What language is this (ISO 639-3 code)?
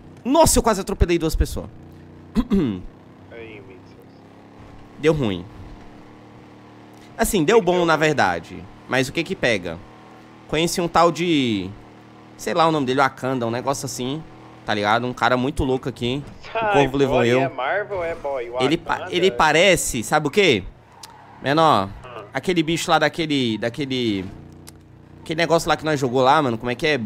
por